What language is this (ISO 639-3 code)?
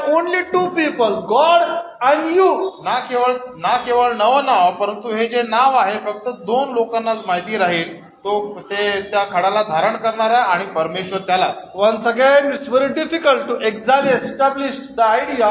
mar